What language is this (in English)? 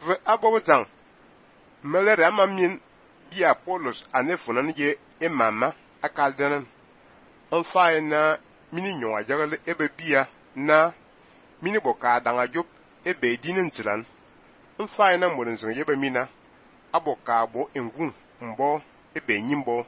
Fang